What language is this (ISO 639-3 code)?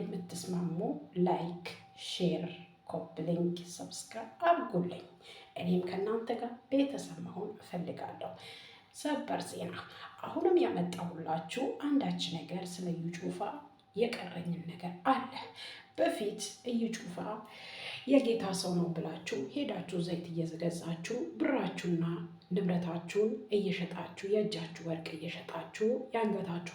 amh